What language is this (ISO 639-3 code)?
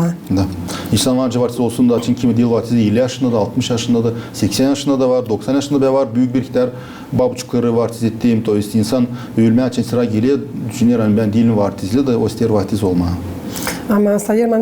gag